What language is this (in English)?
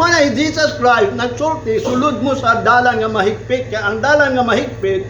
Cebuano